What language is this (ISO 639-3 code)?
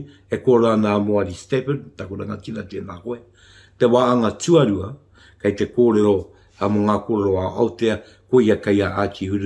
mri